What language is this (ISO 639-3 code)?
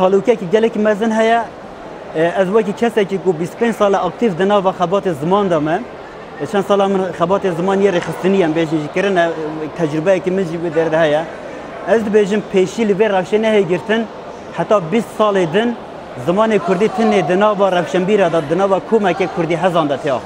kur